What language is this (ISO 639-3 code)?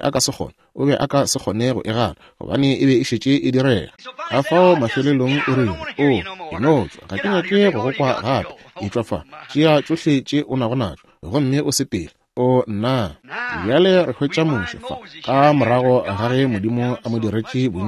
nso